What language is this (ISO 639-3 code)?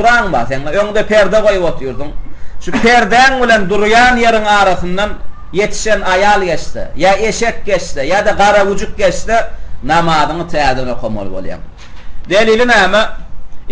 tuk